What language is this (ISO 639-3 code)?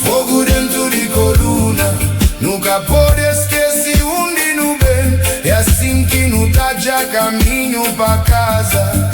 kea